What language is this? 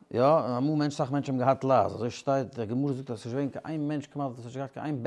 Yiddish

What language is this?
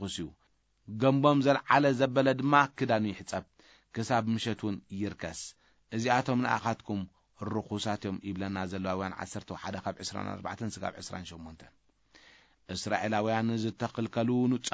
Tigrinya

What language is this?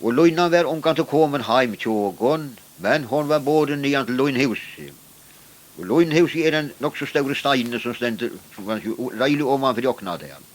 Faroese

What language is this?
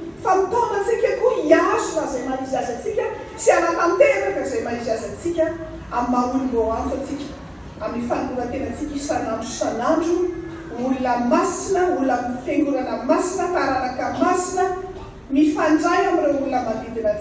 Malagasy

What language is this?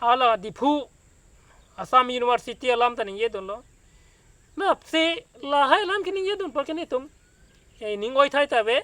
Karbi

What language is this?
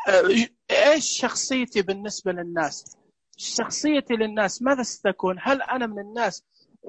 Najdi Arabic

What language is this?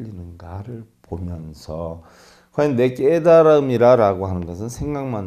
Korean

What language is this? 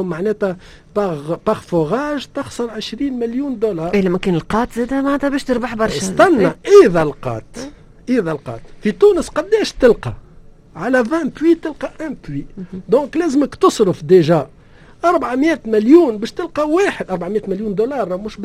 Tunisian Arabic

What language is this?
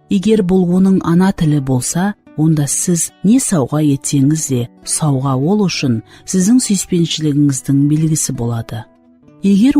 Kara-Kalpak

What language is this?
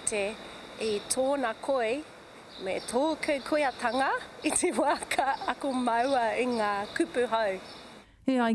Māori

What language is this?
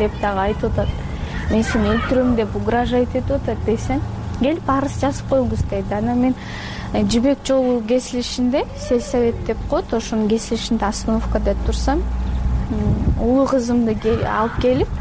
Kyrgyz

